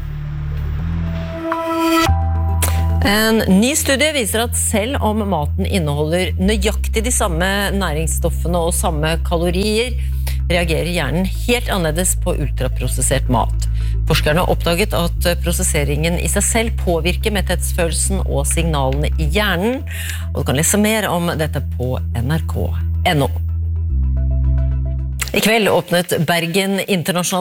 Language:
Norwegian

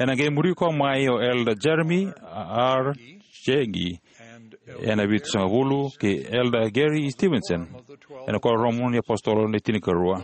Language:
Fijian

